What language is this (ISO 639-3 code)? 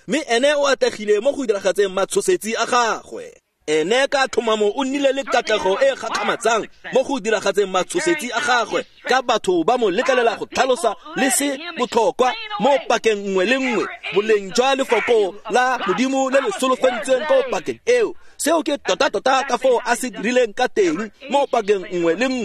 tsn